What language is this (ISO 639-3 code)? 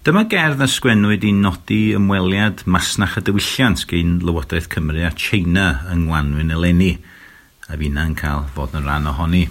cym